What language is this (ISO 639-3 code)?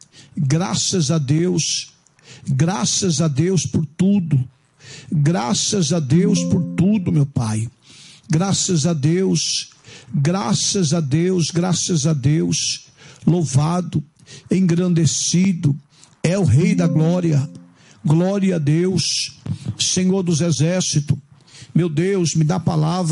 por